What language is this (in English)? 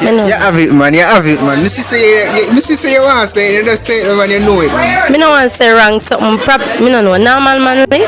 Jamaican Creole English